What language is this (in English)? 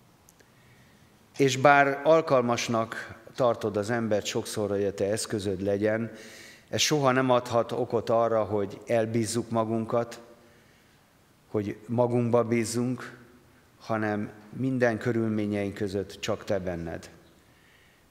Hungarian